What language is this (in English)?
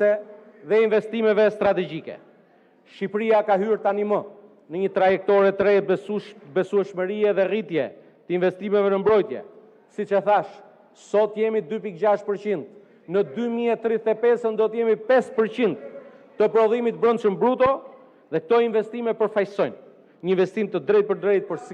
Albanian